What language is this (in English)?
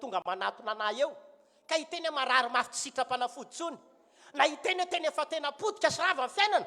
Malagasy